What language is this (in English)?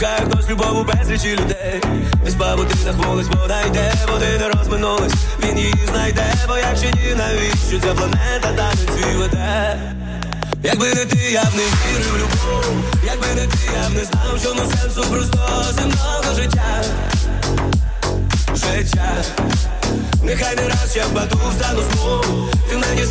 Ukrainian